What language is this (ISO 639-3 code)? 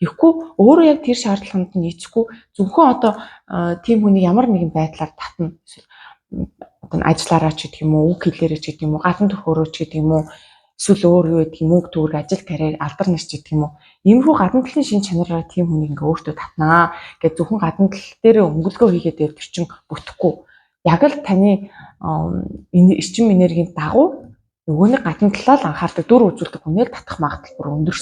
mon